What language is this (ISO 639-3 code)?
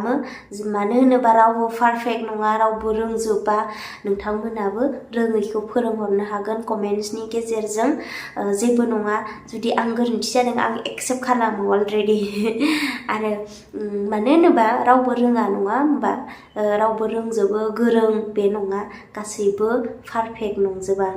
brx